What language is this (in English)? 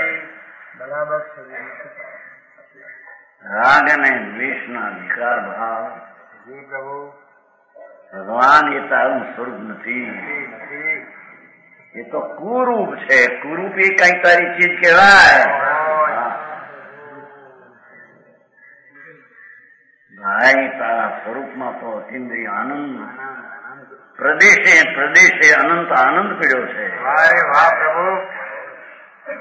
Gujarati